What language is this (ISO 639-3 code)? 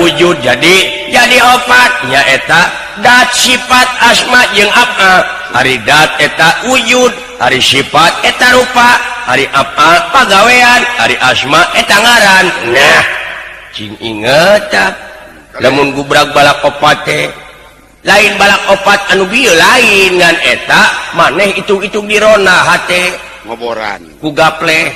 sun